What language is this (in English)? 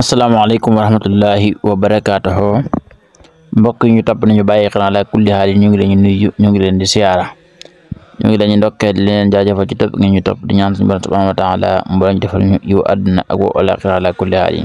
Wolof